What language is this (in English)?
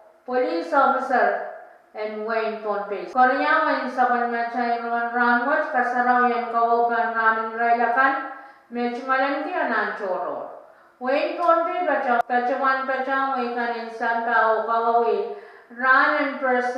Pohnpeian